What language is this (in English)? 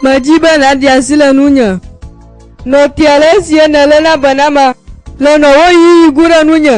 Gen